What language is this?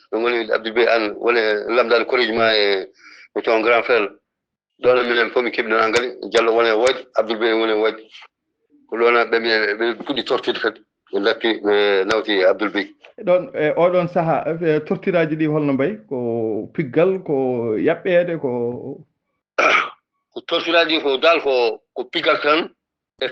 Fula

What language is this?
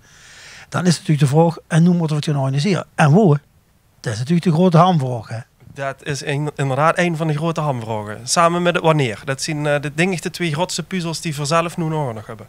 Limburgish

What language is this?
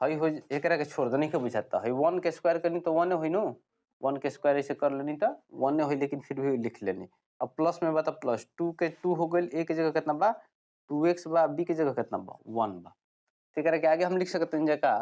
Bhojpuri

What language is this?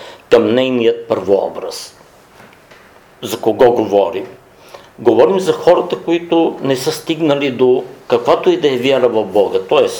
Bulgarian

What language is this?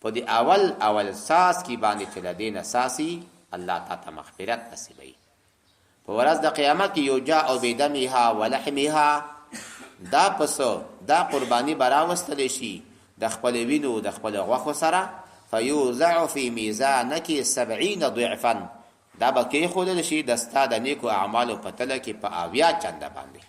Pashto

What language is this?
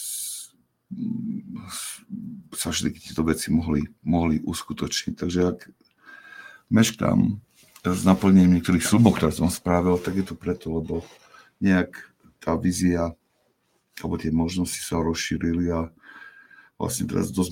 Slovak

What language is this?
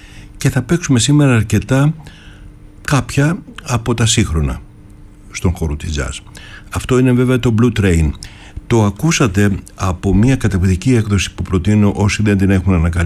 Greek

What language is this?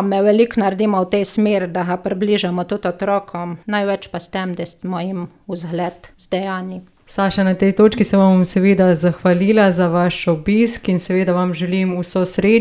Slovenian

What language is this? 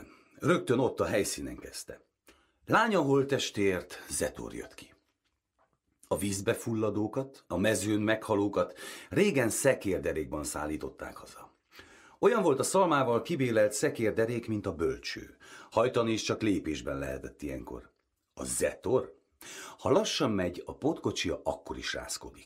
Hungarian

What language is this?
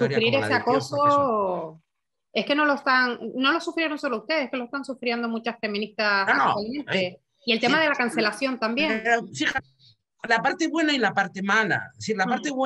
Spanish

